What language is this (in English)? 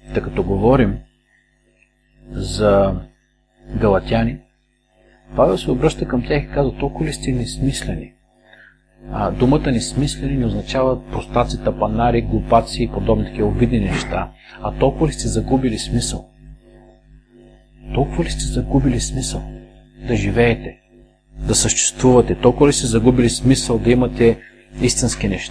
Bulgarian